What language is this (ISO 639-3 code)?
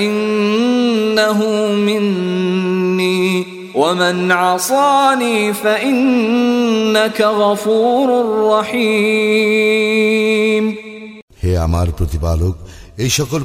ben